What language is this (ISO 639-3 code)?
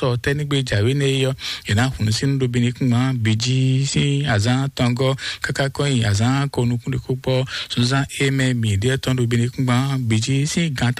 fon